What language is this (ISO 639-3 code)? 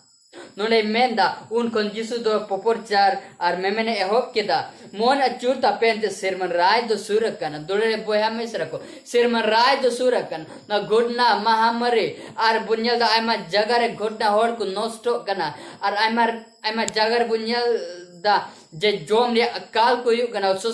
sat